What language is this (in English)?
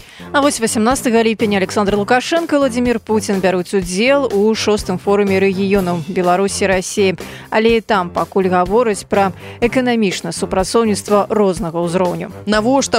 Belarusian